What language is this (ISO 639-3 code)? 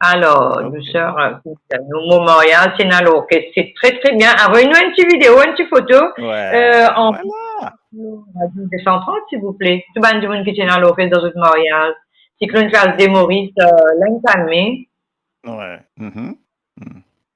mfe